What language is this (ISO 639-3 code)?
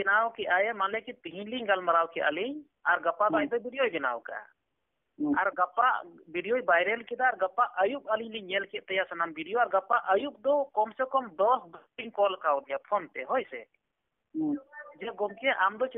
sat